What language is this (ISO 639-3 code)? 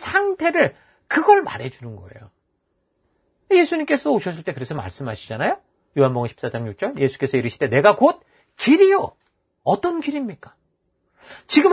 kor